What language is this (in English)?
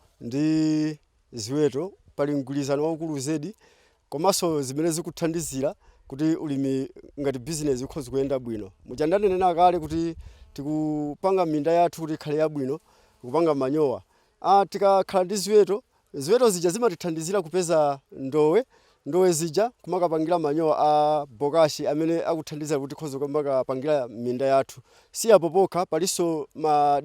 Nyanja